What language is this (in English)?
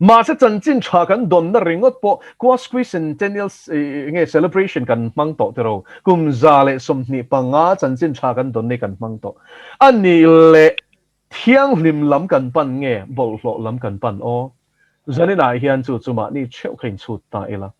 Mizo